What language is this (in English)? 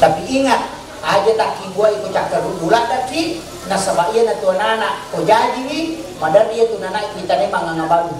Buginese